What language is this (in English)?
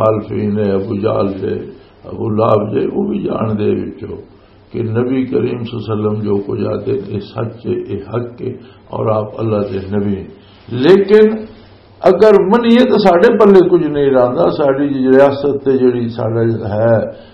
Western Panjabi